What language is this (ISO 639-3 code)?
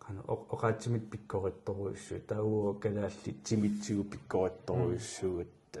kal